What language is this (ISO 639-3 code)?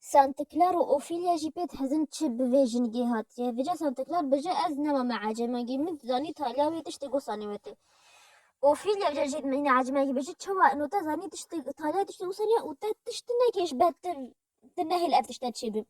kur